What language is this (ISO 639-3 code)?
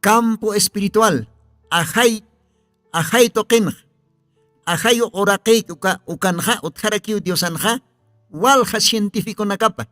aym